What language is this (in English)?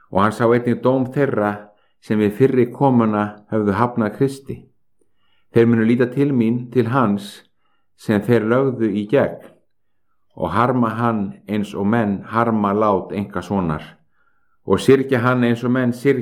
Icelandic